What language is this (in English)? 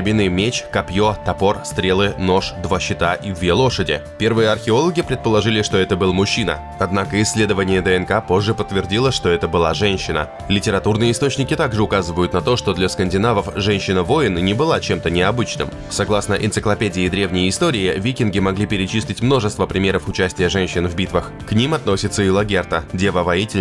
Russian